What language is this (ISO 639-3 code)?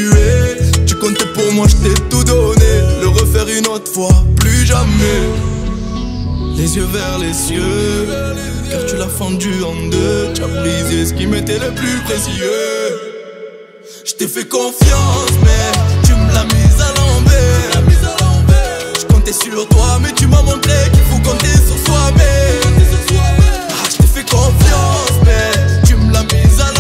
fra